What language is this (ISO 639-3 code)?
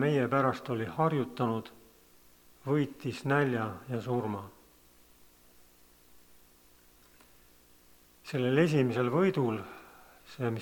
est